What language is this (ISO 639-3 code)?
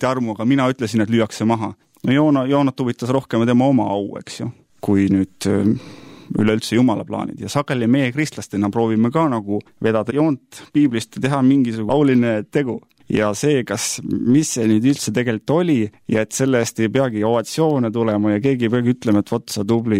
est